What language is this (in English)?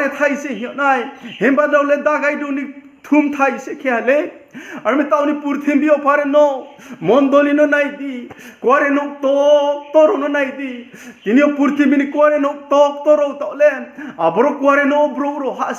Riang (India)